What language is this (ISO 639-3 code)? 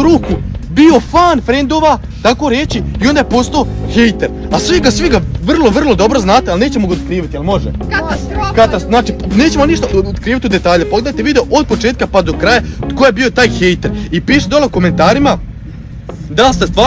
hrv